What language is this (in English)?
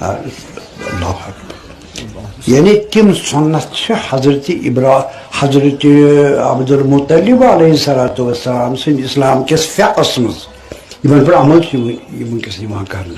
Kashmiri